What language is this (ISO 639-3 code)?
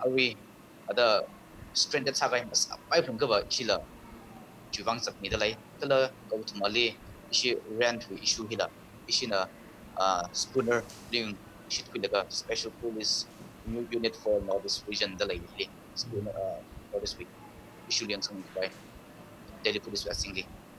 nmf